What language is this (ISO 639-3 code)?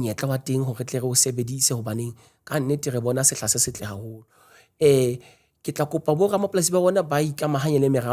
sot